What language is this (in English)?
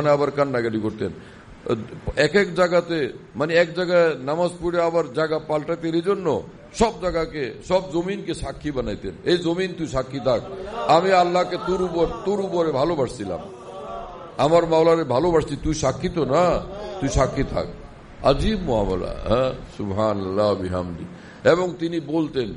Bangla